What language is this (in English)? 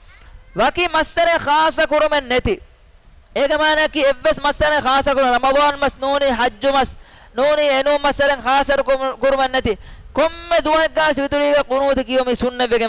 Divehi